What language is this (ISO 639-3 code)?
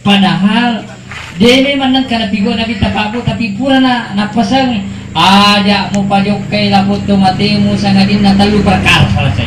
bug